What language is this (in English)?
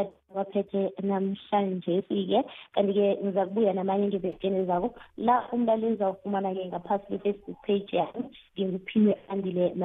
South Ndebele